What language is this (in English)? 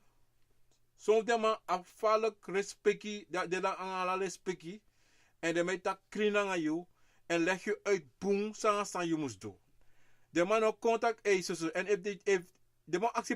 Sranan Tongo